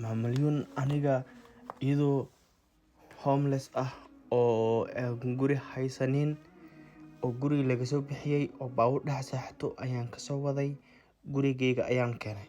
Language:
Somali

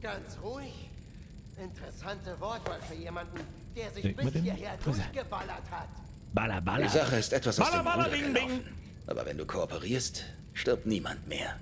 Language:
Bavarian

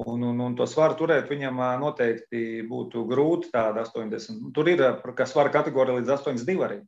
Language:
Latvian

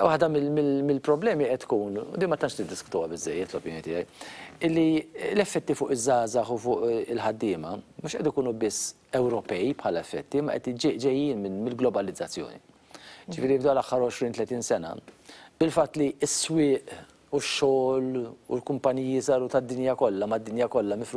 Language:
Maltese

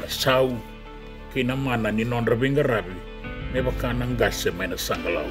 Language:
Fijian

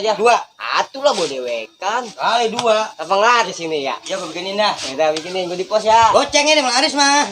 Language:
Betawi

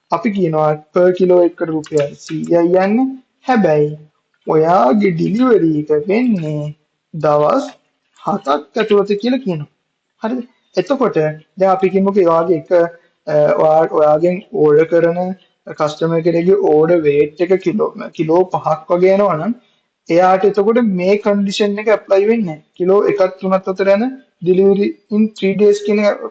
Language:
Sinhala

